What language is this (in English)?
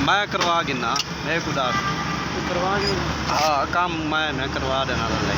Saraiki